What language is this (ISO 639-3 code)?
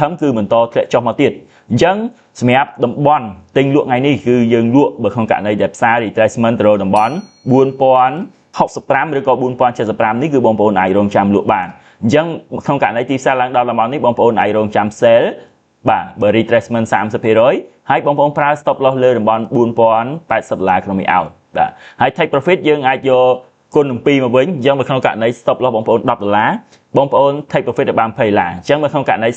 khm